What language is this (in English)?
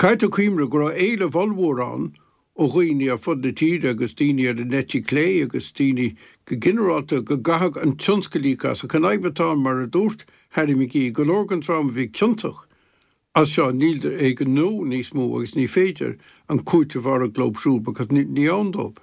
Irish